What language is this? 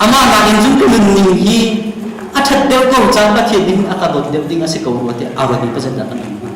Hakha Chin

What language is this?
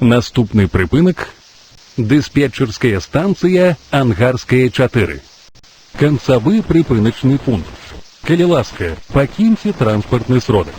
Belarusian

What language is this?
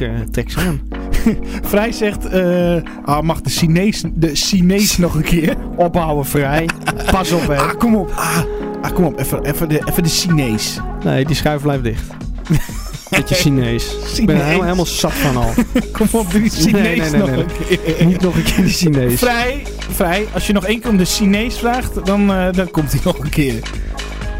Dutch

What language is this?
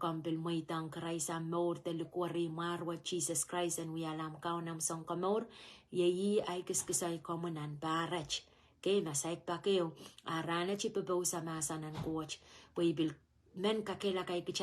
Pohnpeian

